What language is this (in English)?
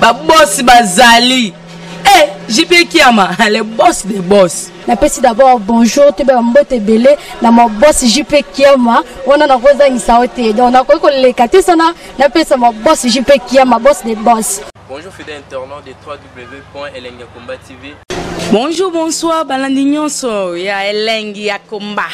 Lingala